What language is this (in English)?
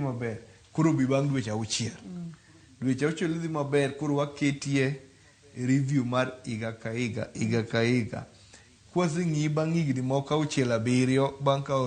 Luo (Kenya and Tanzania)